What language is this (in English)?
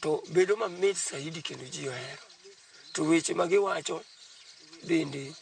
Luo (Kenya and Tanzania)